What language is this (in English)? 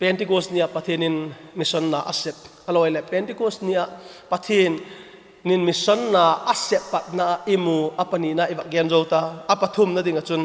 Vaiphei